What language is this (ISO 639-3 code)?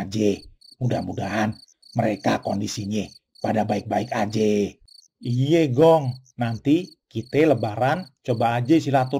bew